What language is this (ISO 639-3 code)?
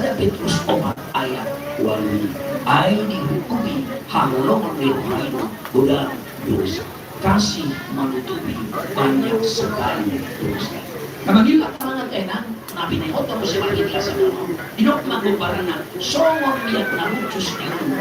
bbc